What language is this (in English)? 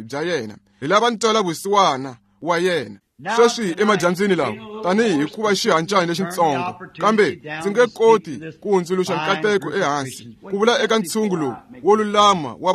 Tsonga